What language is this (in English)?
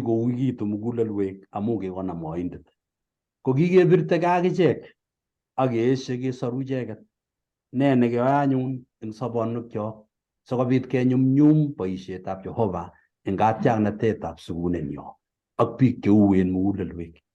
Kalenjin